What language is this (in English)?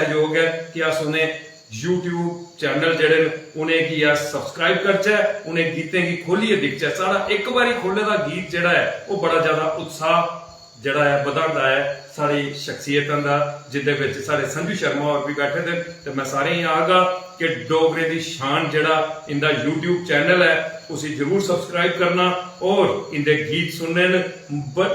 Dogri